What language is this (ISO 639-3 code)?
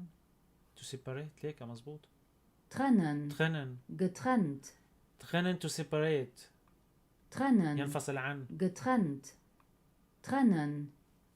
apc